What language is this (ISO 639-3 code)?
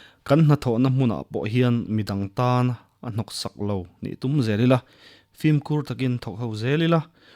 lus